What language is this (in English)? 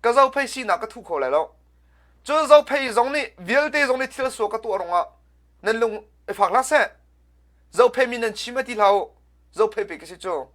Hakha Chin